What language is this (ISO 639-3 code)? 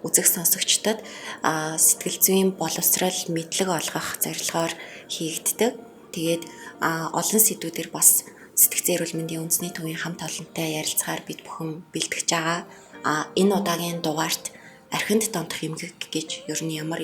mon